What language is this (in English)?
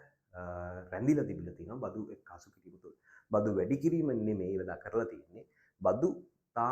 Sinhala